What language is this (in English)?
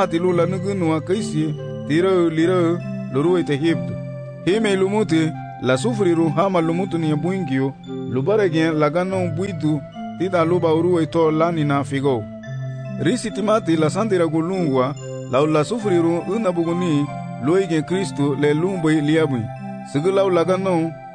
Garifuna